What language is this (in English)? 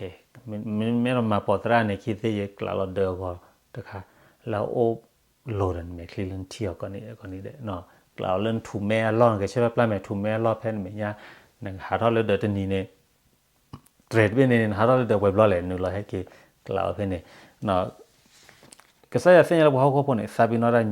S'gaw Karen